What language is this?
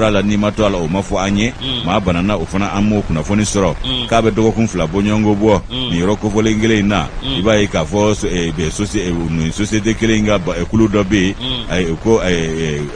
Bambara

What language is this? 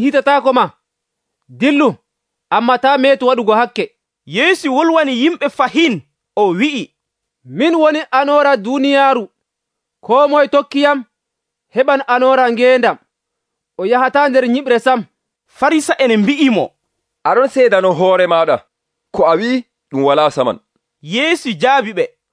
Nigerian Fulfulde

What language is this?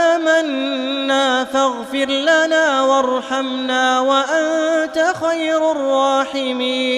Arabic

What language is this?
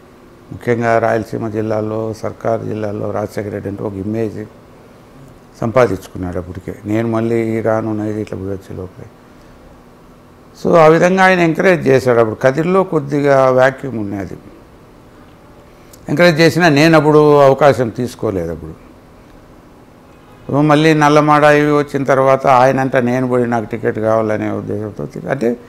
Telugu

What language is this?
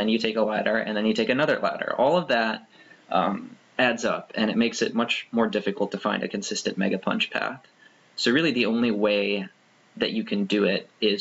English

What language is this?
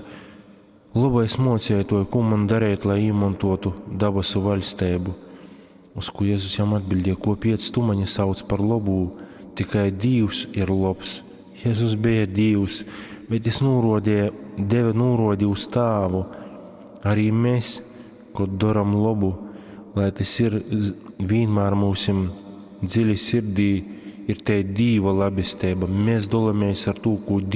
Latgalian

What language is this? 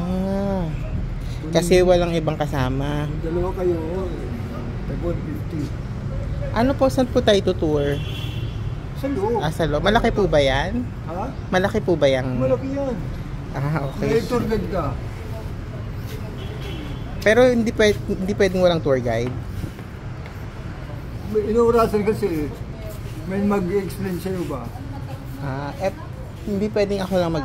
Filipino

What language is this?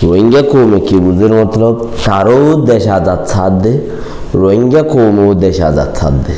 Rohingya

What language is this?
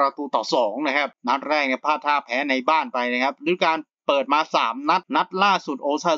Thai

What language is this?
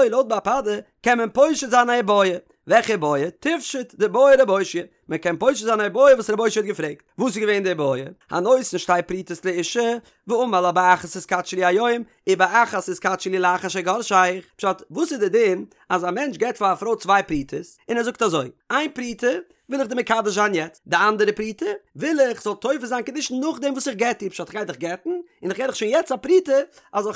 Yiddish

